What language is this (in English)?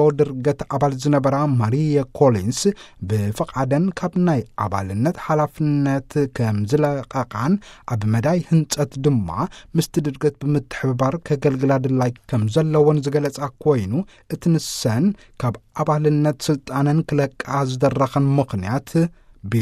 Tigrinya